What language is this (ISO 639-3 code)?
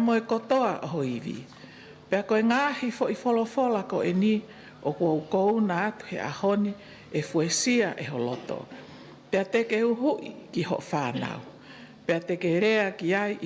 ton